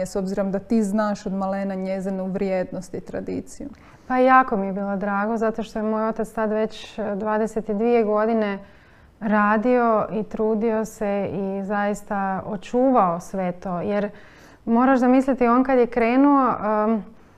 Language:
Croatian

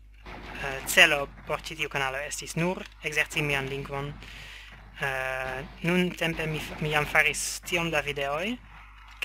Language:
Esperanto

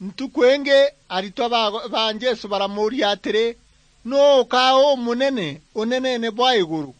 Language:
Meru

